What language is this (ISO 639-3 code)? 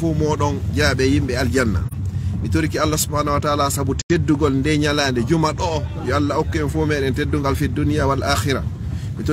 ful